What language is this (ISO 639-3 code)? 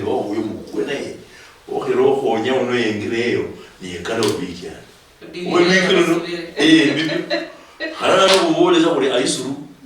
luy